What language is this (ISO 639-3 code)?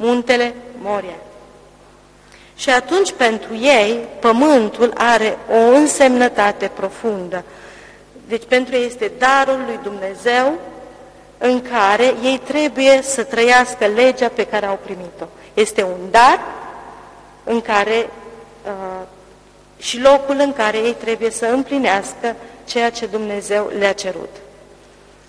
ron